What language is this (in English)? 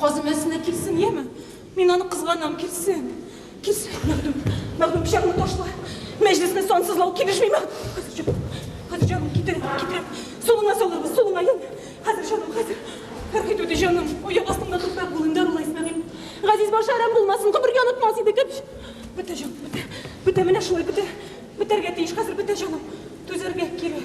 Tatar